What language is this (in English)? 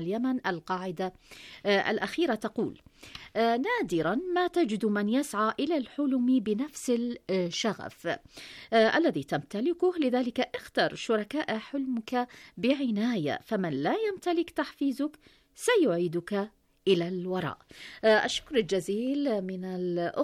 Arabic